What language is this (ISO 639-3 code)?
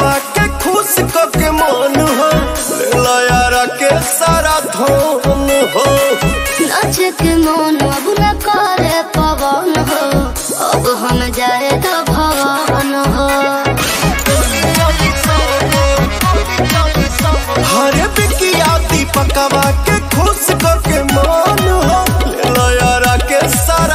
bho